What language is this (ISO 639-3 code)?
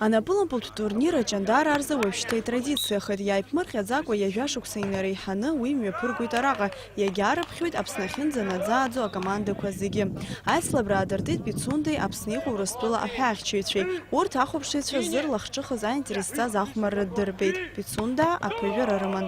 abk